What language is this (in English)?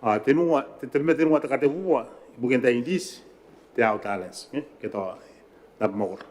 Gilbertese